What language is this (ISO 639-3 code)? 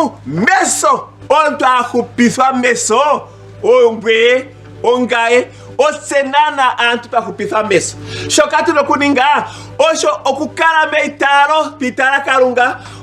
ndo